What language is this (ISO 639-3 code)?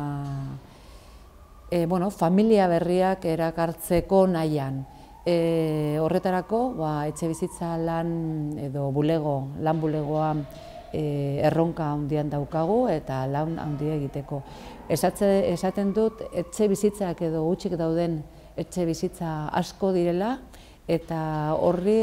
eus